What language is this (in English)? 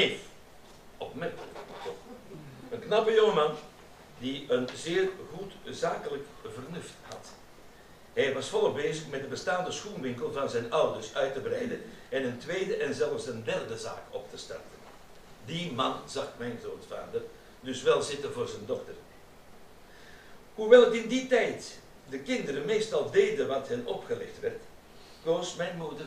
Dutch